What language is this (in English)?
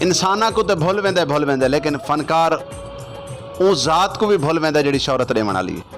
Saraiki